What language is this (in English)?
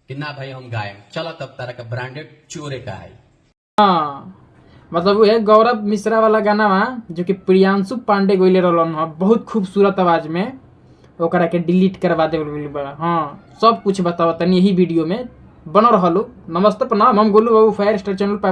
Bhojpuri